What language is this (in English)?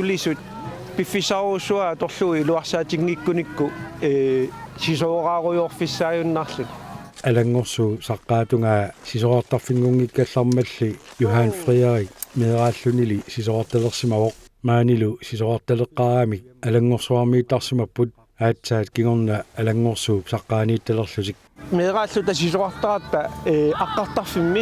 Kalaallisut